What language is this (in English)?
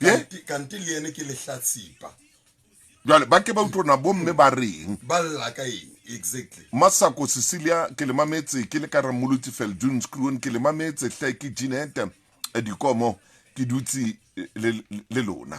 Southern Sotho